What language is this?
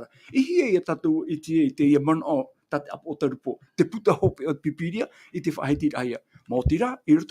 Tahitian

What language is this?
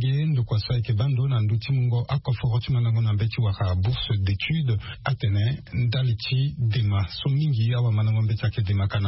Sango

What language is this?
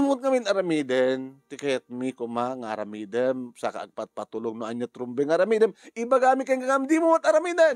Iloko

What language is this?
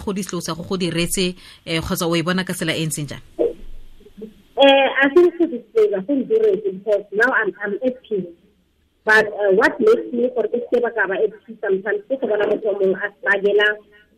Tswana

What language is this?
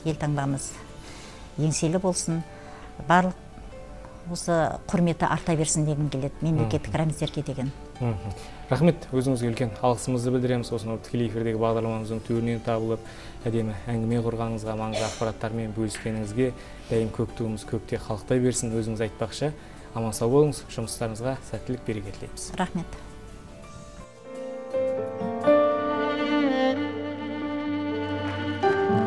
Kazakh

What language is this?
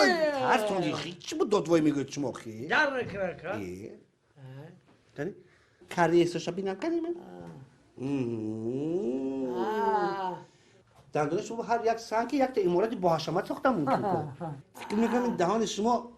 Tajik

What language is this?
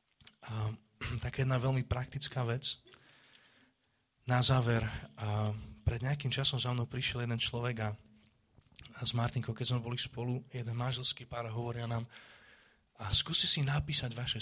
Slovak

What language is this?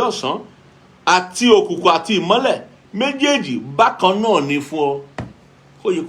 Yoruba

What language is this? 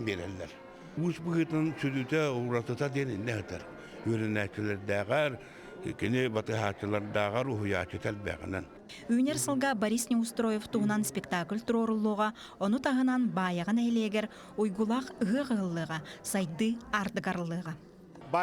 Yakut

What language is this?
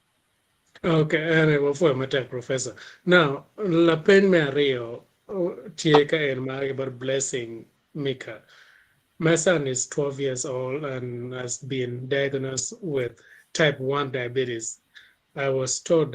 Acoli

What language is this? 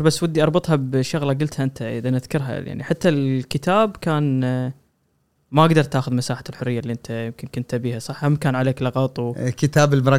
Gulf Arabic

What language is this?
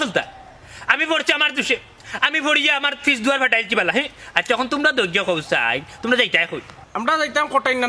Sylheti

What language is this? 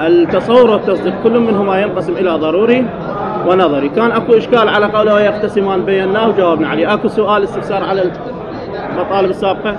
Mesopotamian Arabic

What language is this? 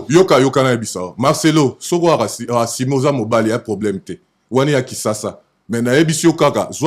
Lingala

